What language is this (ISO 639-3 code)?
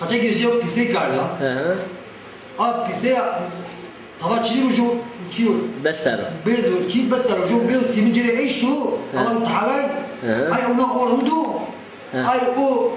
zza